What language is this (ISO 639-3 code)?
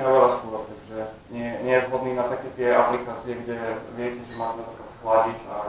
slk